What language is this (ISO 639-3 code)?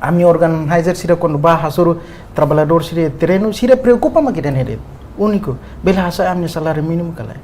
tet